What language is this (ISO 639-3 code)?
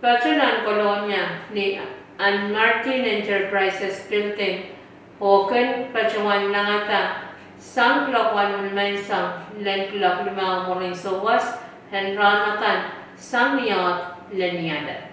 pon